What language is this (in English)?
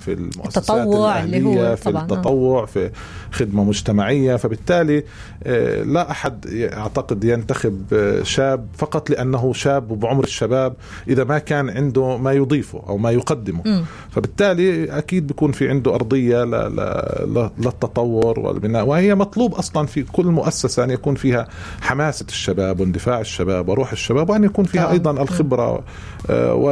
North Levantine Arabic